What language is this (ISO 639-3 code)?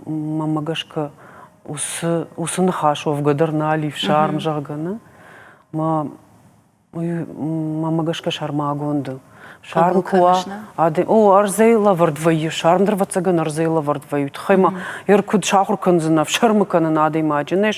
oss